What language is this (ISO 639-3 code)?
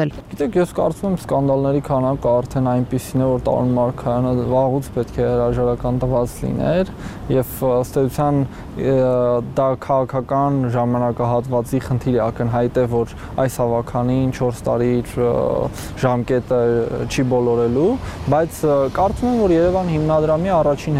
hye